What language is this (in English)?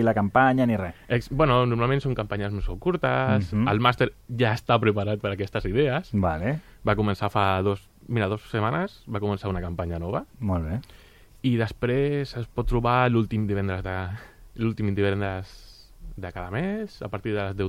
Catalan